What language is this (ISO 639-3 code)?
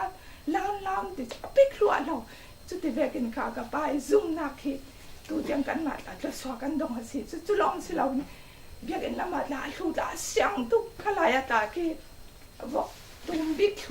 cfm